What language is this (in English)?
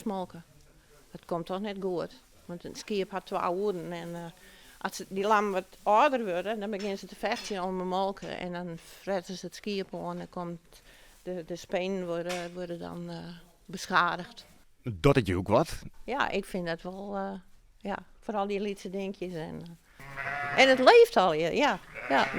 Western Frisian